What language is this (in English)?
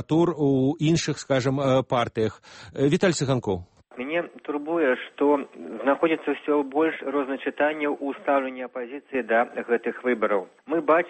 Belarusian